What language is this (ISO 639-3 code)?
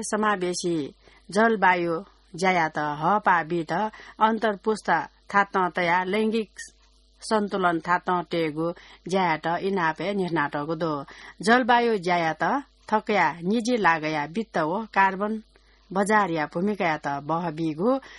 new